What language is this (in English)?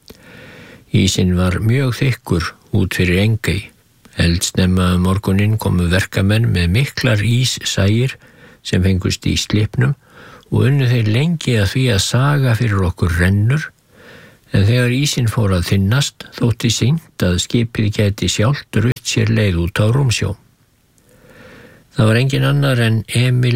Icelandic